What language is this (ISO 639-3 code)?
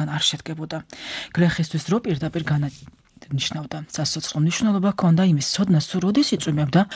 kat